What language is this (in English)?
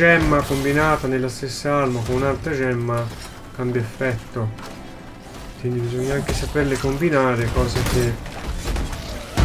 Italian